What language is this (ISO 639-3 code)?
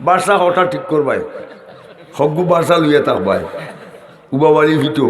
syl